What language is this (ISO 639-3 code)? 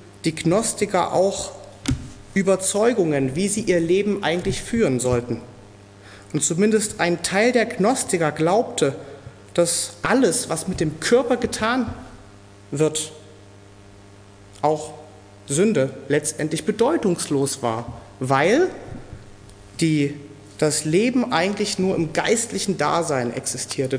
deu